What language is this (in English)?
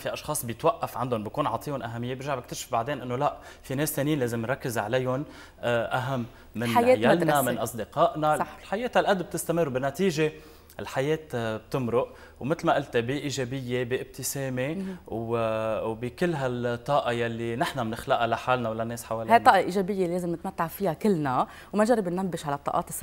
North Levantine Arabic